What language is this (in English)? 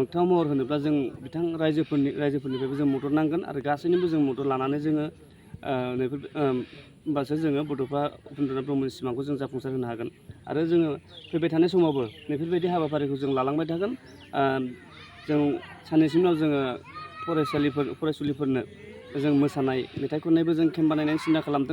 Bodo